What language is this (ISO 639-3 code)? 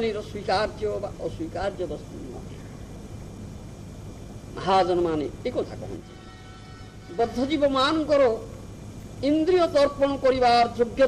ori